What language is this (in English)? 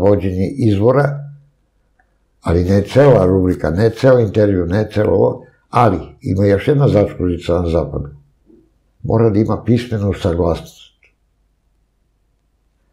Serbian